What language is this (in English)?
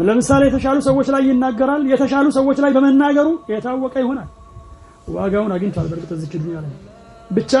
Amharic